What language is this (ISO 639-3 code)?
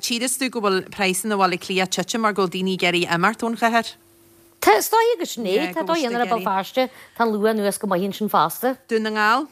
gle